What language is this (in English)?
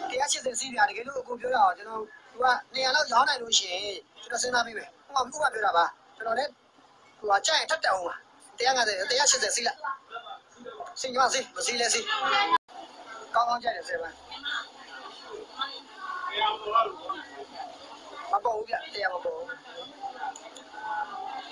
Burmese